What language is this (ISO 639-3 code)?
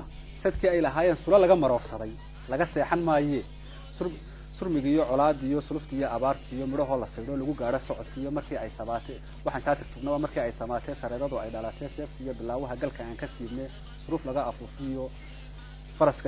som